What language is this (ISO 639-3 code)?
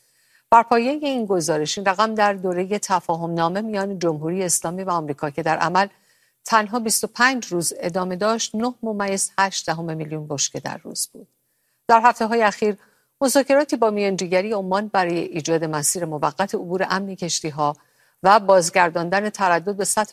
fas